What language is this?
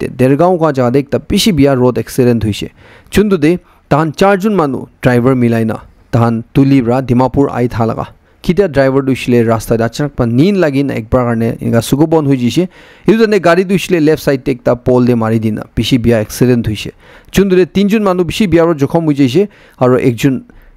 Naga Pidgin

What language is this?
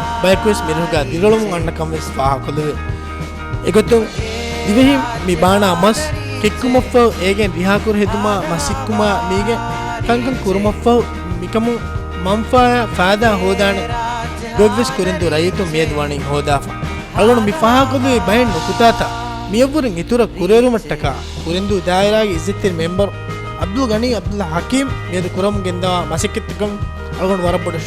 Divehi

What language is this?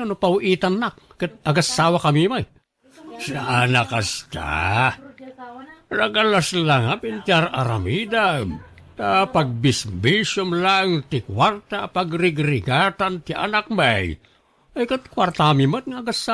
Iloko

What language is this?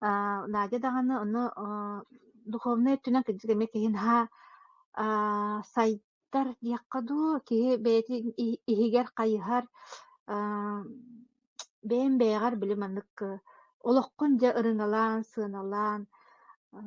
Yakut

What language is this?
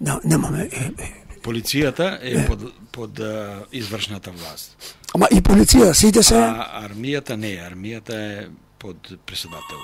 Macedonian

